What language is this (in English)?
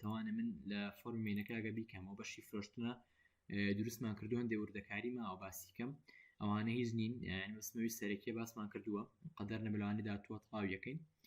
Central Kurdish